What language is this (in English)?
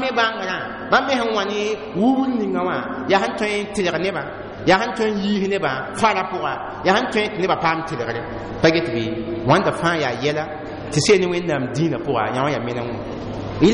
Mossi